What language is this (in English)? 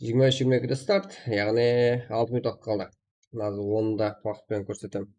Kara-Kalpak